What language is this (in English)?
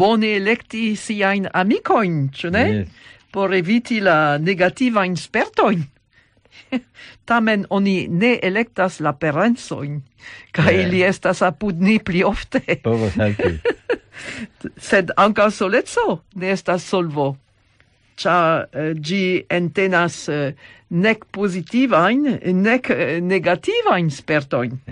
Esperanto